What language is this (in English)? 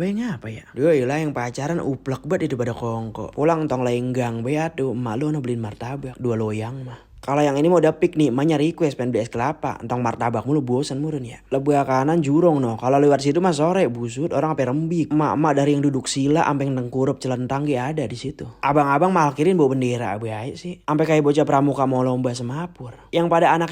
Betawi